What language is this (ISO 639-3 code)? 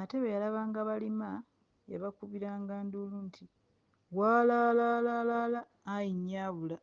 lug